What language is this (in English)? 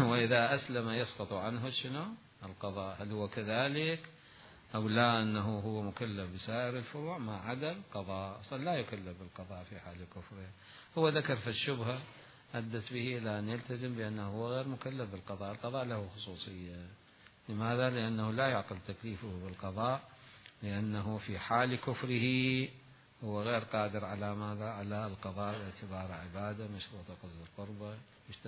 Mesopotamian Arabic